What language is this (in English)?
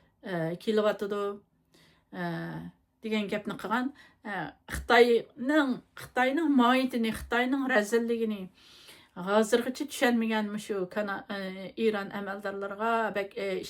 Uyghur